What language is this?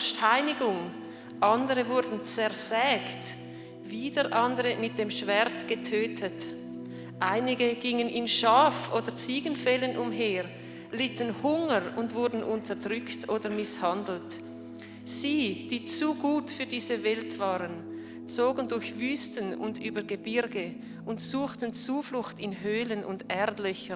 Swiss German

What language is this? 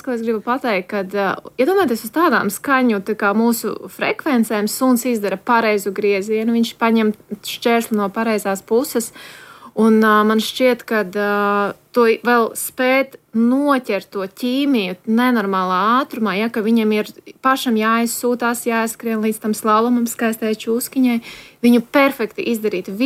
Latvian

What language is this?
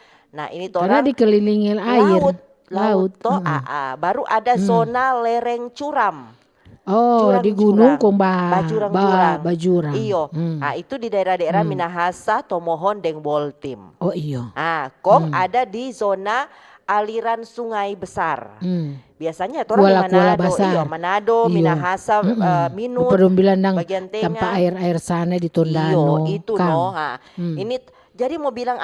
Manado Malay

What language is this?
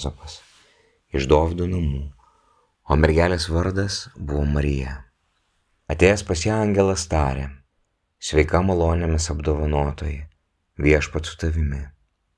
Lithuanian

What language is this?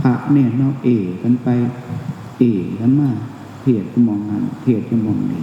Northeastern Thai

